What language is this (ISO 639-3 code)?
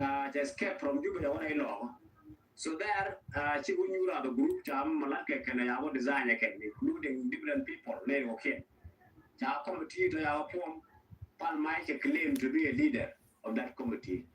nus